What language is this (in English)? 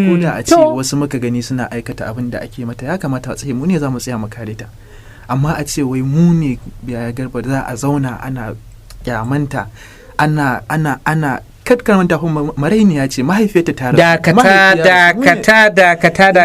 Hausa